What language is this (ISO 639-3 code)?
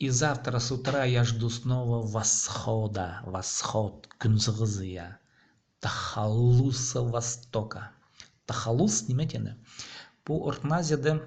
kjh